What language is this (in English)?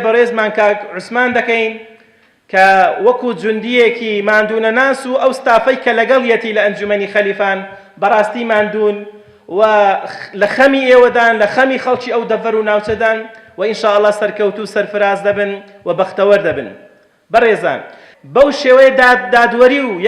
Central Kurdish